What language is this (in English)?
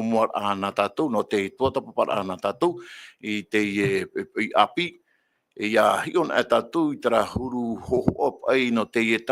Tahitian